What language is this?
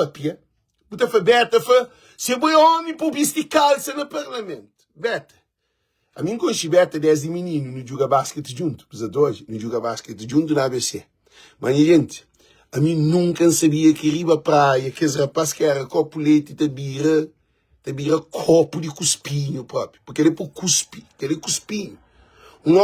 Kabuverdianu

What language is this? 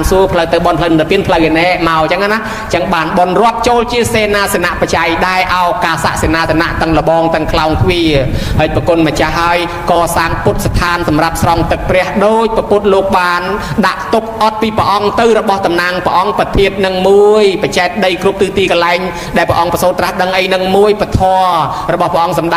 Khmer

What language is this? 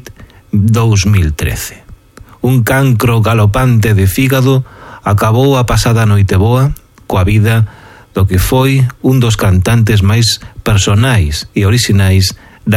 Galician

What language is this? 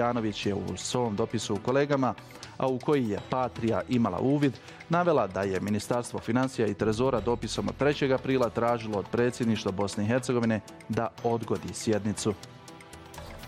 Bosnian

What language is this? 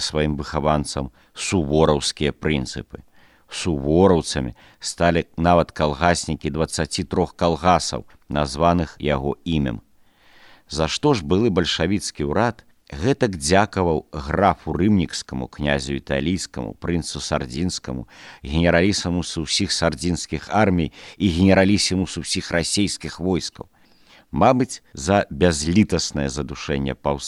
Belarusian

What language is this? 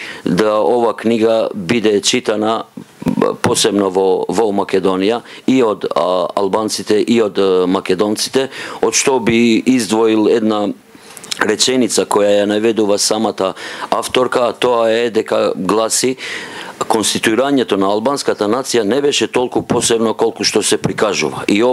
Macedonian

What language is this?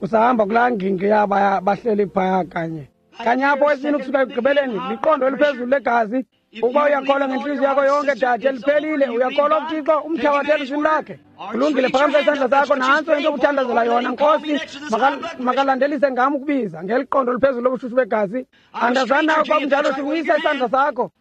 Xhosa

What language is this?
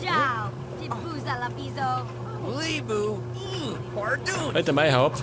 Bavarian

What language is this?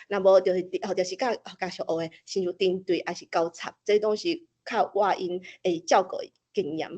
Min Nan Chinese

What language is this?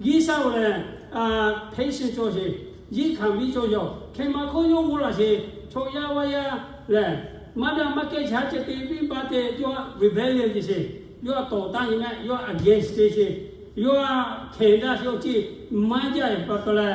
Lahu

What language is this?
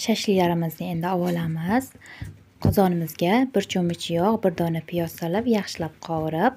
Uzbek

